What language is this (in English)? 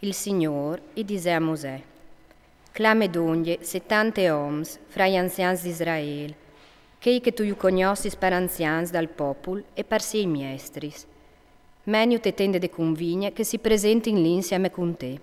Friulian